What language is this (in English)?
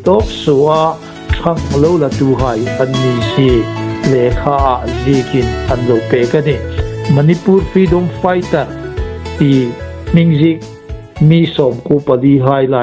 Hmar